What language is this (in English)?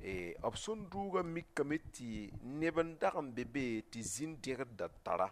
Mossi